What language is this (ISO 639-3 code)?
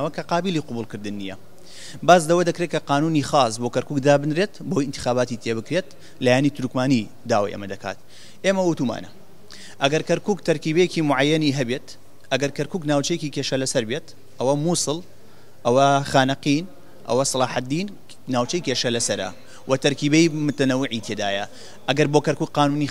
ckb